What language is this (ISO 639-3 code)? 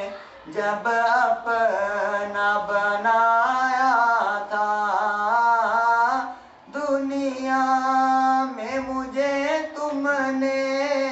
urd